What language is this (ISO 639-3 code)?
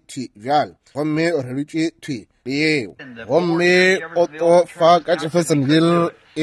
nso